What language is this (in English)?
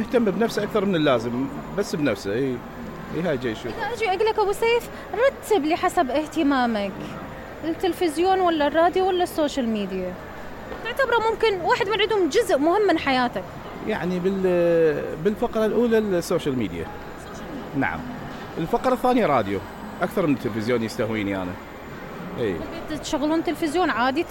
Mesopotamian Arabic